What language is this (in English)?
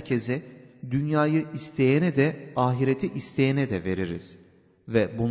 Turkish